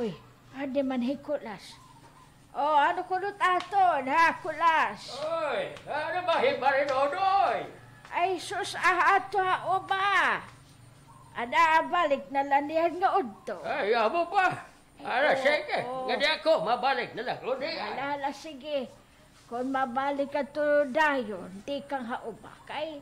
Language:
Waray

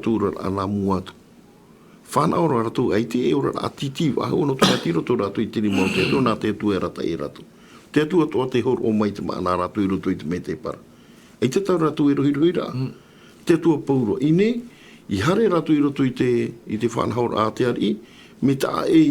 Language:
Tahitian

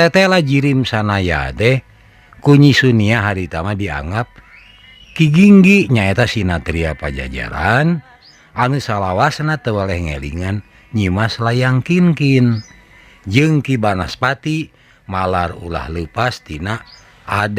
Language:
Sundanese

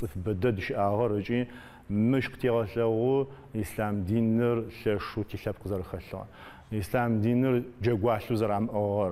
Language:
Adyghe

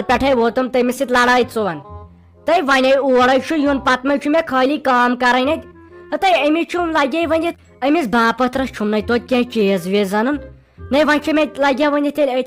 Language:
Kashmiri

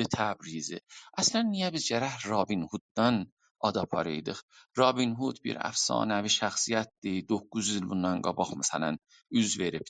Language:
South Azerbaijani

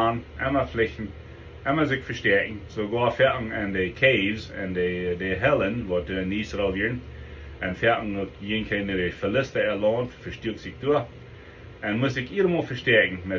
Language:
Plautdietsch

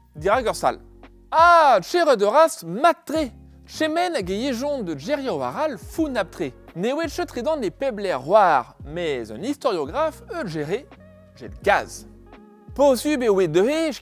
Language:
Breton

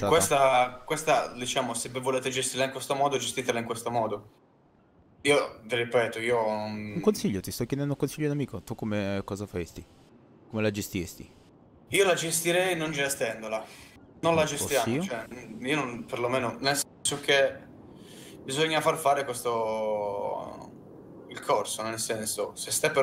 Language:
Italian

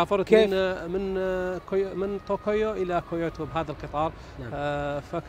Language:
Arabic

